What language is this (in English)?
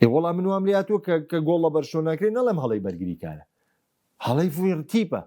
Central Kurdish